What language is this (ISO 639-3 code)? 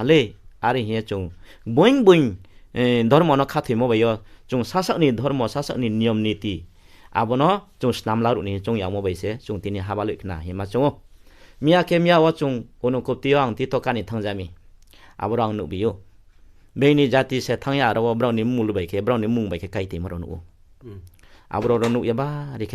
ria